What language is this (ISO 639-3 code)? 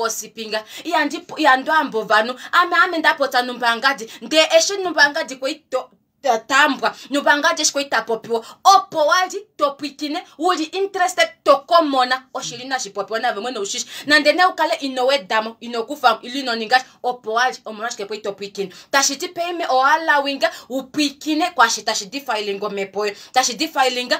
kua